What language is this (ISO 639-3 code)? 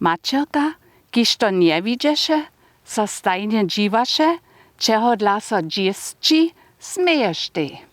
hsb